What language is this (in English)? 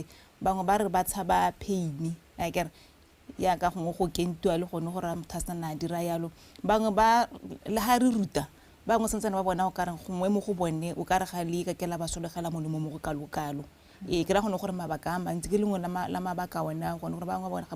Tswana